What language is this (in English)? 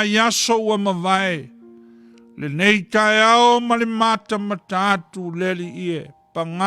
Samoan